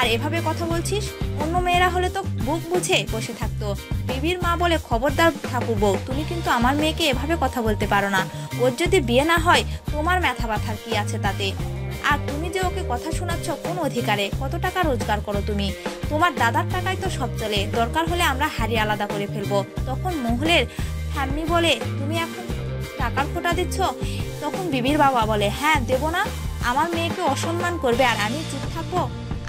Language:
Bangla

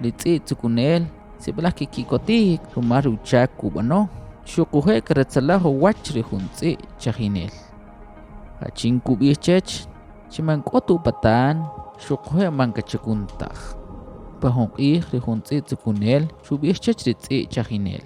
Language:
Kʼicheʼ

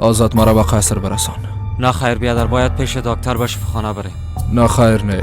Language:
Persian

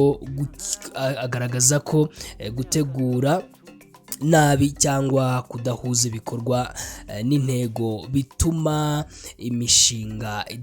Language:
Kinyarwanda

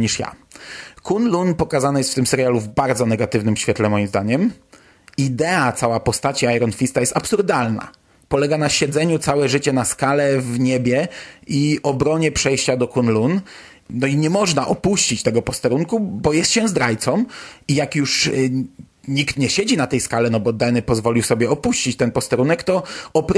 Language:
Polish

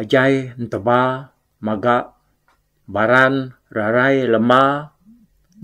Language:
Iban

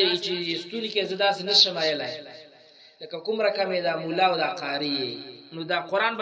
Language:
Pashto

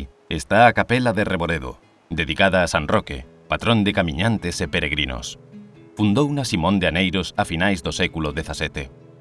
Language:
Galician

